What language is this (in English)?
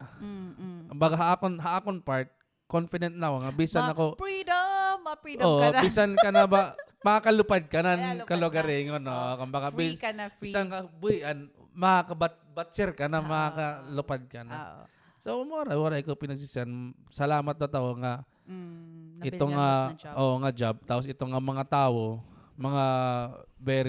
Waray